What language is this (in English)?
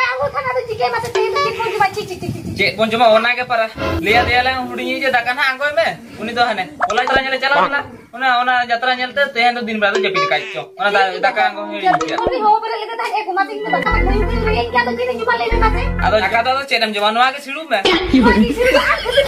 Santali